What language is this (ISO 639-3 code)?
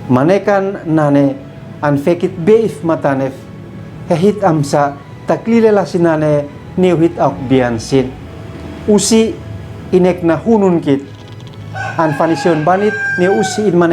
aoz